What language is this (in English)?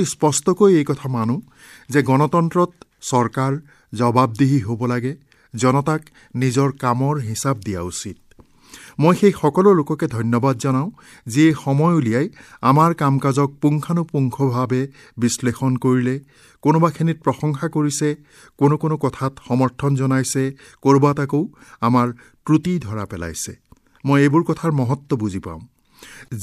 Assamese